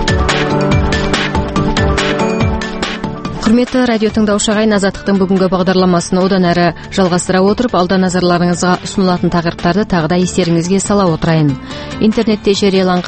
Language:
Kazakh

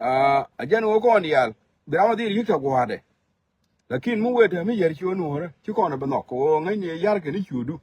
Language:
Nuer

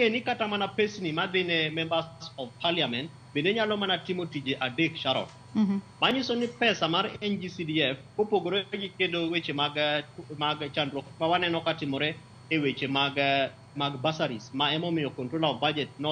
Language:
Luo (Kenya and Tanzania)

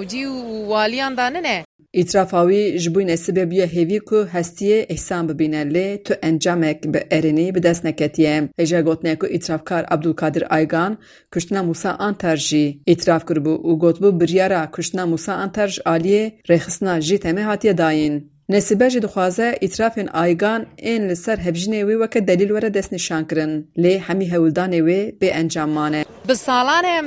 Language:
Kurdish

